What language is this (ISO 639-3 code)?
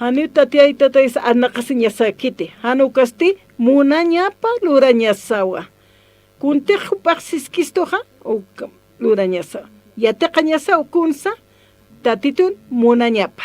aym